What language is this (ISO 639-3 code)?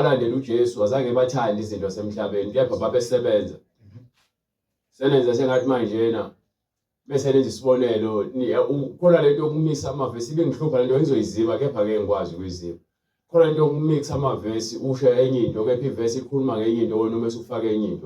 zul